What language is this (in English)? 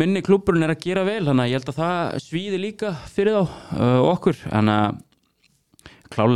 Icelandic